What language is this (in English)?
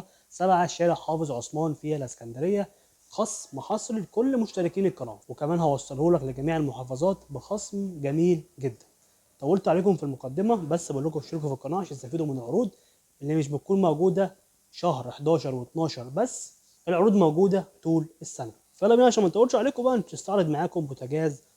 Egyptian Arabic